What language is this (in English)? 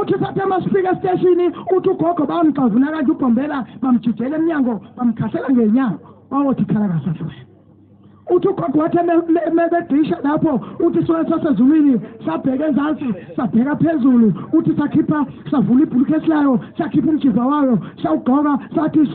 Zulu